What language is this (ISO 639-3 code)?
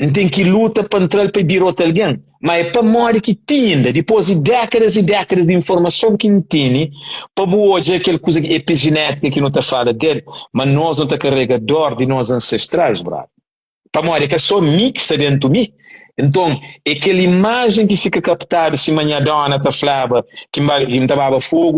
kea